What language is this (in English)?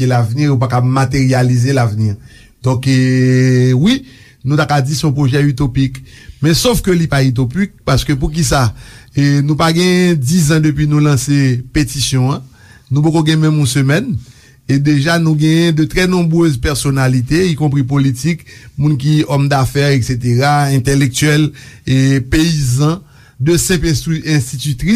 Haitian Creole